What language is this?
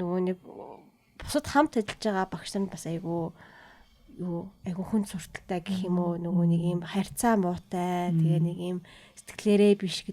Mongolian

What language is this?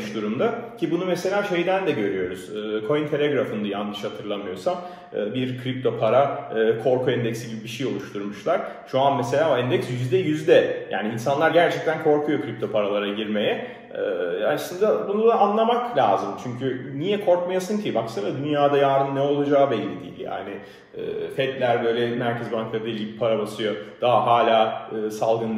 Turkish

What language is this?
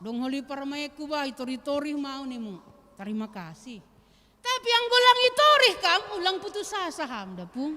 Batak Simalungun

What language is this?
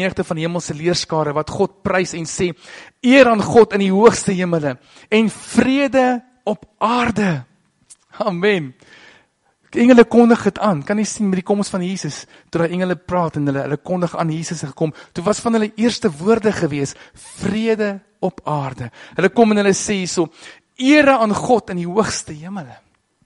Afrikaans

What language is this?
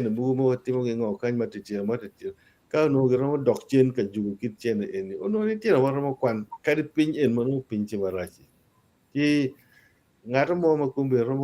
Acoli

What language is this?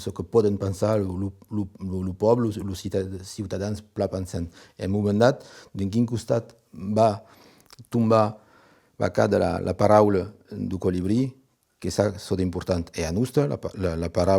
Occitan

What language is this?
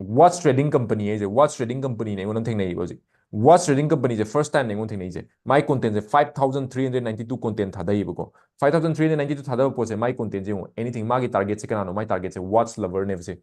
Manipuri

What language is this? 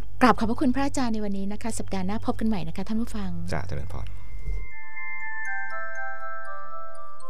Thai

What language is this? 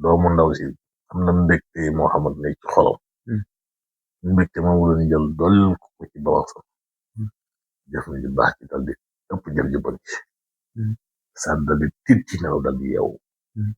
Wolof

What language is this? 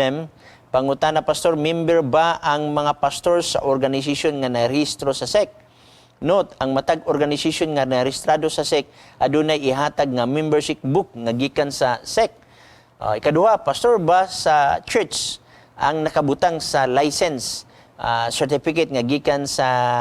Cebuano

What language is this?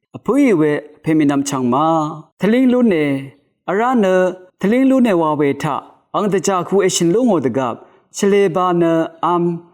Rawang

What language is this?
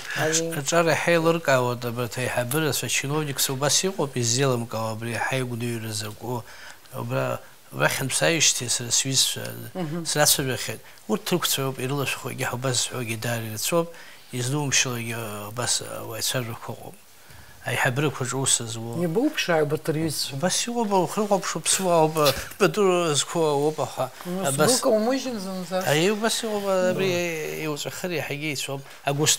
Abkhazian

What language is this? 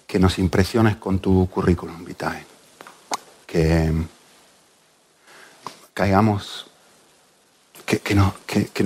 Spanish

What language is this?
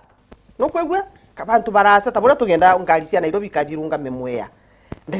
Meru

